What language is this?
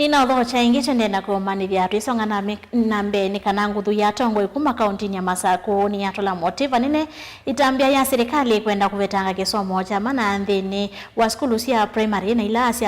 Kamba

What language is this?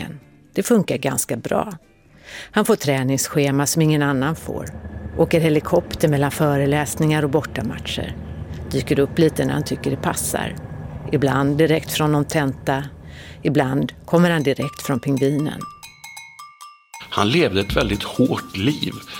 Swedish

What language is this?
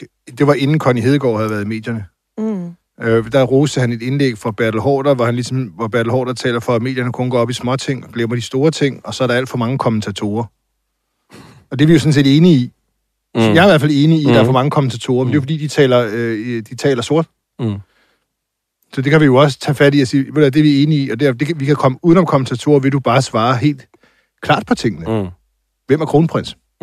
Danish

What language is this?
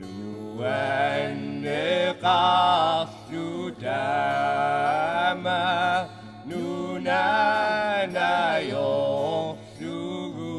Kalaallisut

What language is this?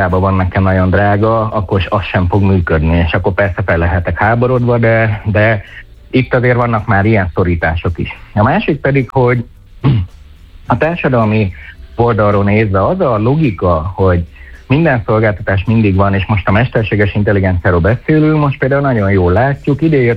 Hungarian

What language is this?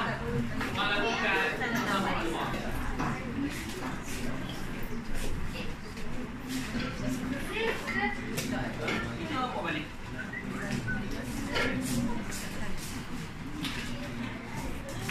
Malay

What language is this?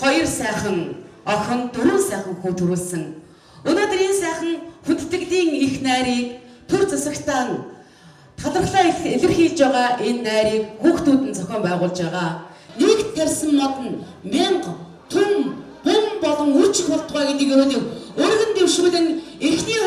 Mongolian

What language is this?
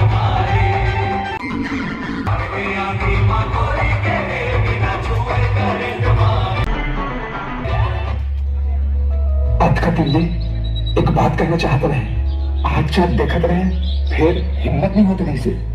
Chhattisgarhi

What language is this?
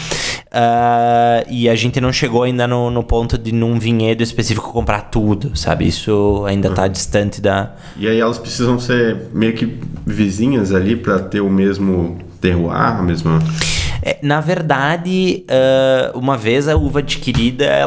Portuguese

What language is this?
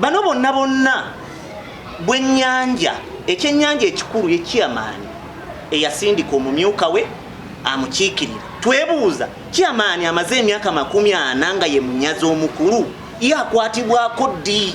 Ganda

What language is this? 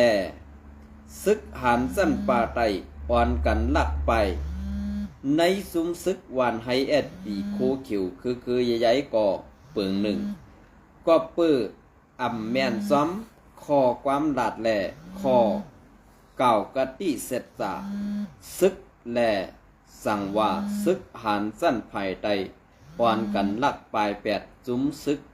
Shan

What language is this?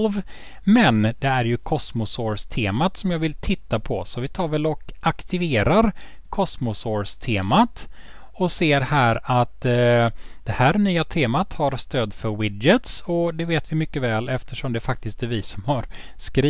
Swedish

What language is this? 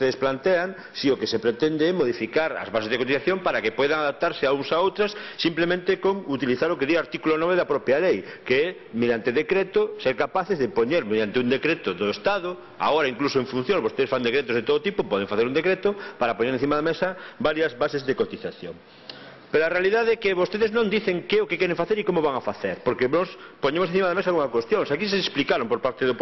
Galician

